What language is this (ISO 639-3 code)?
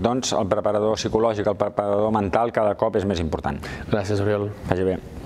cat